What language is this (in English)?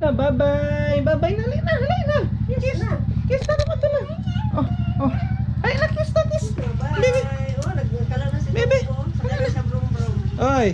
Cebuano